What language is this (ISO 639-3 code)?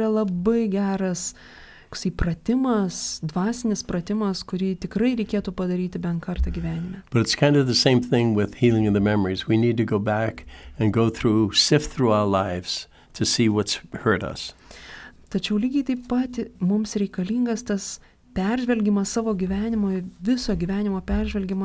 lit